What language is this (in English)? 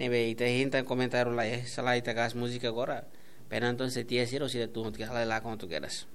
Tetum